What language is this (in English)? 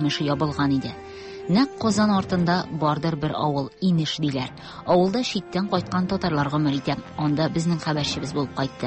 Tatar